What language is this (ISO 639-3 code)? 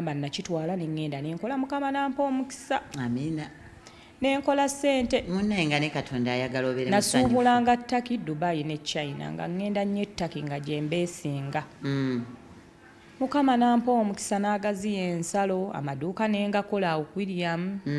lug